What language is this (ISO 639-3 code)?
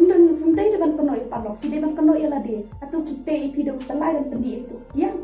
kha